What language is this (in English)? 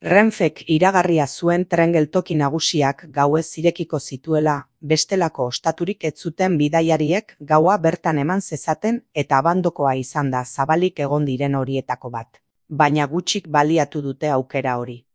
Basque